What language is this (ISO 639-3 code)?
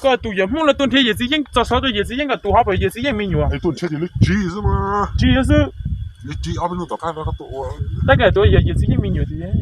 hmn